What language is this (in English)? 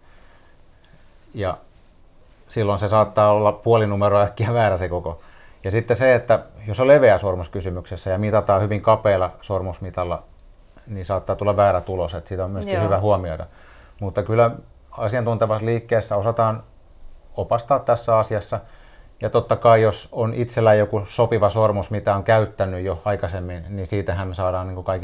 Finnish